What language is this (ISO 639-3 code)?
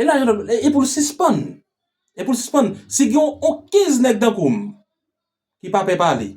hat